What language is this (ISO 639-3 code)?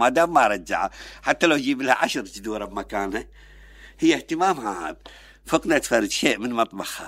acm